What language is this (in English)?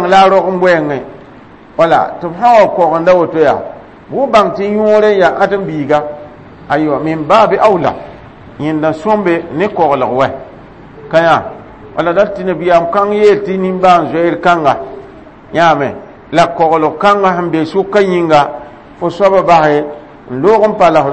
Mossi